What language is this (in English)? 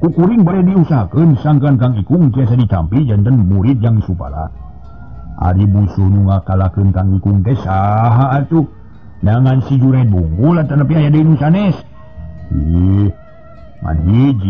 Sundanese